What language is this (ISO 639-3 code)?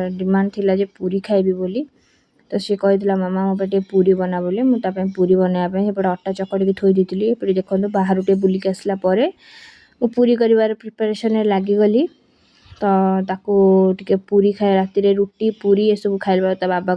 ori